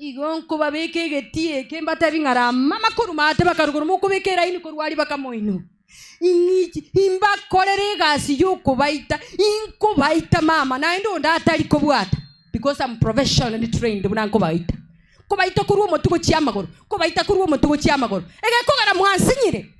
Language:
Gusii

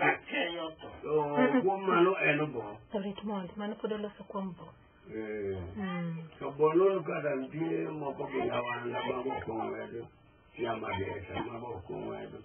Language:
Luo (Kenya and Tanzania)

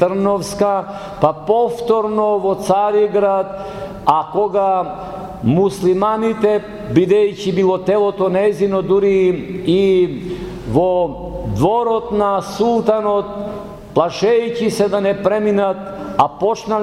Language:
Macedonian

